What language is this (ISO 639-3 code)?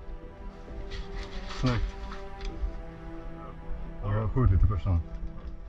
swe